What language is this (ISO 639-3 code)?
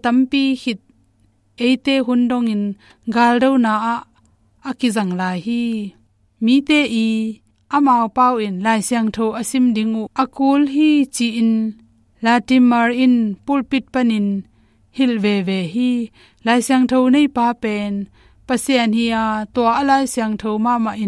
ctd